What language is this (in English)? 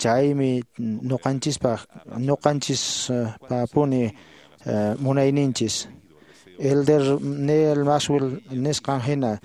Quechua